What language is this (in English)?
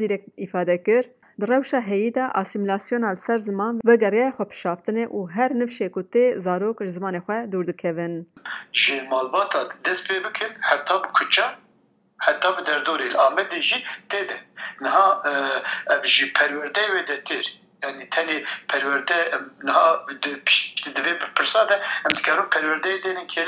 Kurdish